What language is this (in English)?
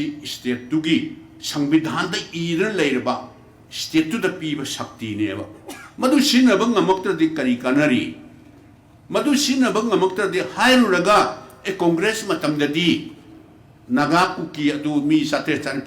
Manipuri